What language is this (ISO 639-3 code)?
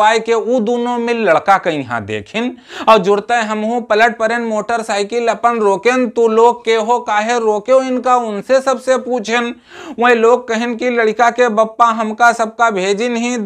awa